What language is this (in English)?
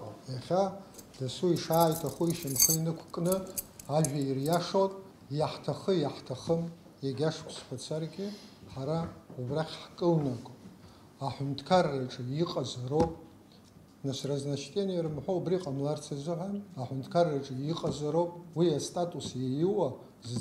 Abkhazian